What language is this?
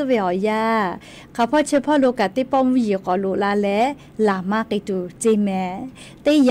Lahu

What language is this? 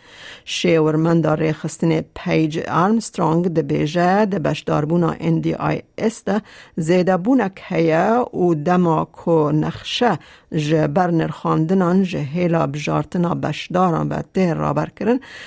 Kurdish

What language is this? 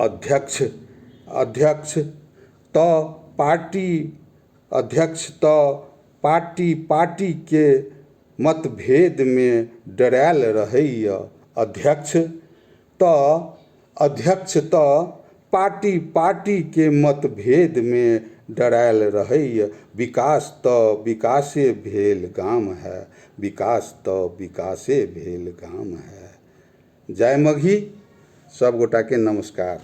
Magahi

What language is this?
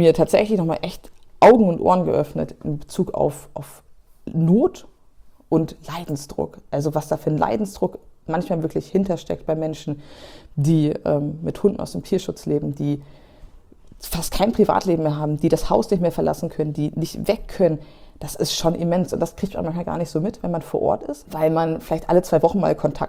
German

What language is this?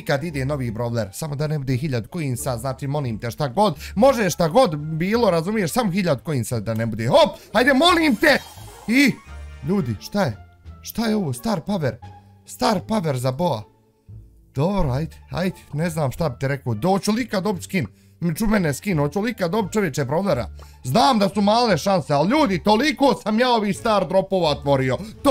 Bosnian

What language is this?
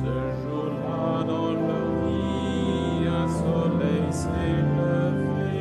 Luxembourgish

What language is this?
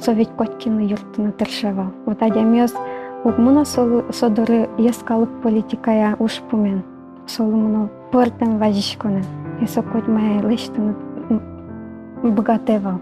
Udmurt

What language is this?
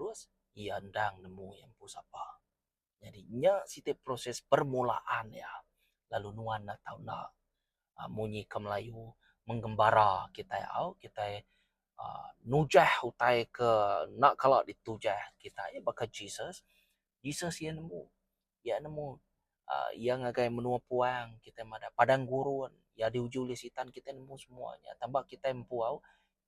Iban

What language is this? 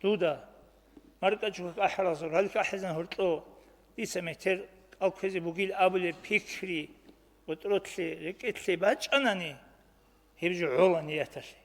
Avaric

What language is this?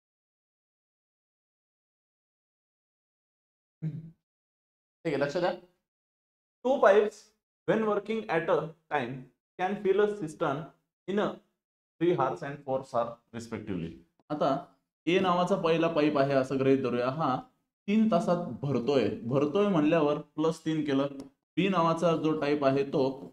Marathi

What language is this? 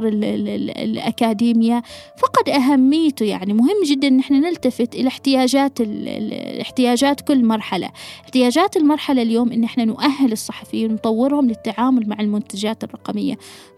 Gulf Arabic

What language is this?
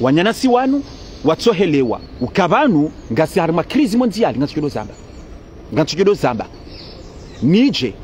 Ngazidja Comorian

